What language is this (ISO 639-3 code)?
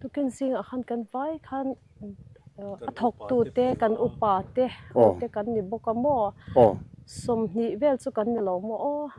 lus